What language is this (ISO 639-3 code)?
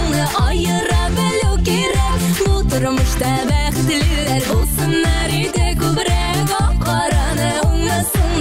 tat